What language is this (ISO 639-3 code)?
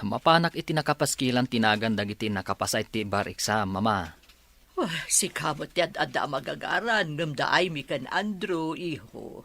ilo